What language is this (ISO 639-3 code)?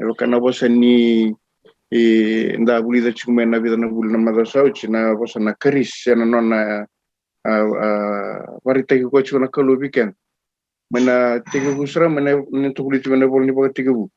fij